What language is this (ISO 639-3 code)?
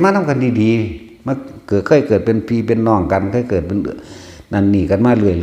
tts